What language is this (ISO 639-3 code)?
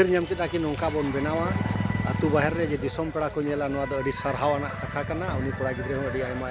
sat